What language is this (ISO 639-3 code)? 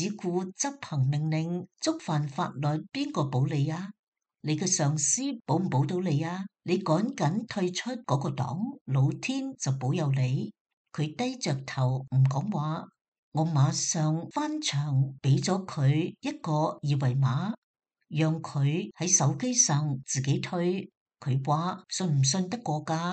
yue